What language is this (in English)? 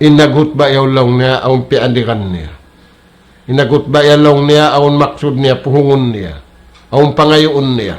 Tausug